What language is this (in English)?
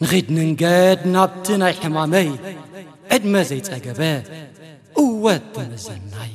Tigrinya